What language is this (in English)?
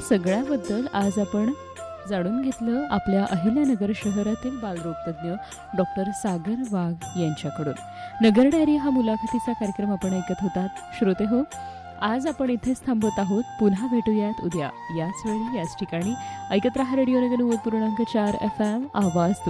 Marathi